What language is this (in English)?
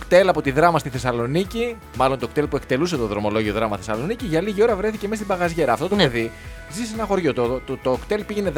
Greek